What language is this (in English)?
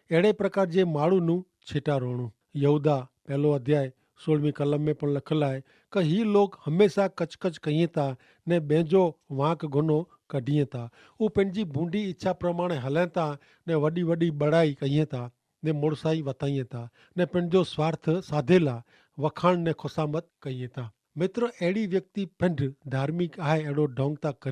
Kachhi